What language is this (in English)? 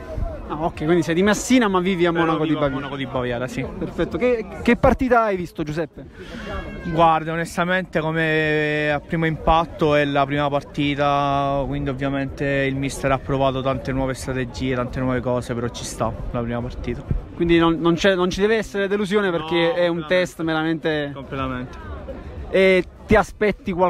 Italian